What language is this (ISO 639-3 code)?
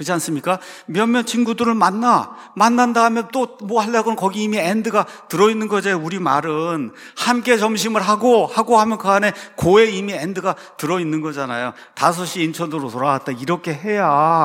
kor